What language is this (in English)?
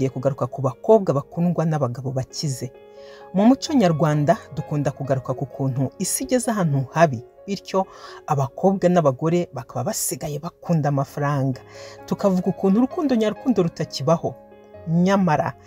Kinyarwanda